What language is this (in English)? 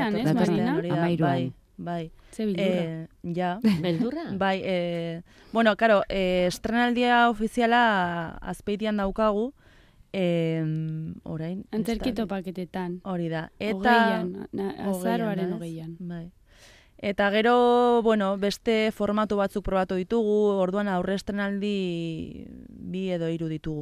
Basque